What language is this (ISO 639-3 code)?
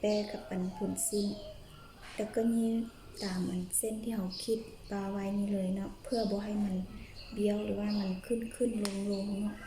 lao